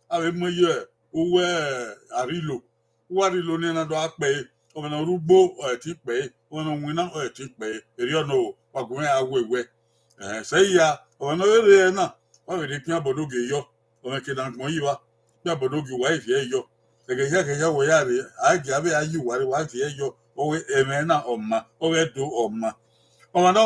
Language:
Bini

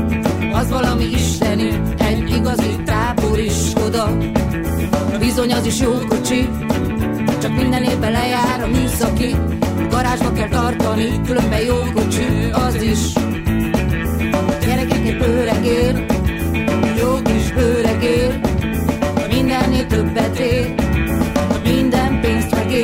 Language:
Hungarian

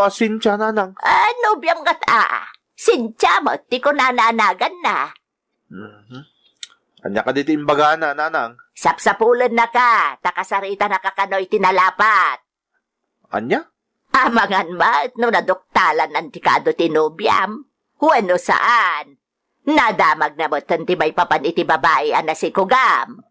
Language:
Iloko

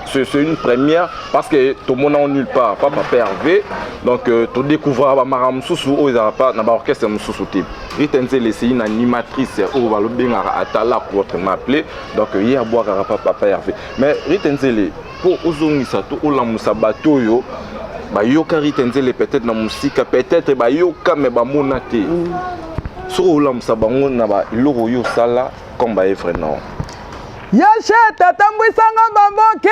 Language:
Lingala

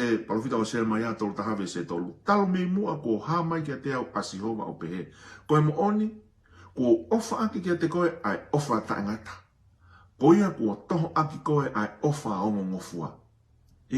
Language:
Tongan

